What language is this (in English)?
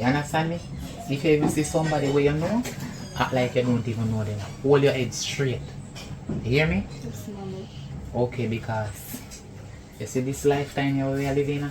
Jamaican Creole English